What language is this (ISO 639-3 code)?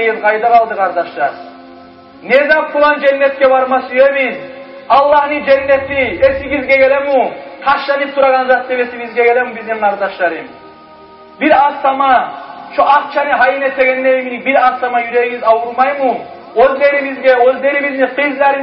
kum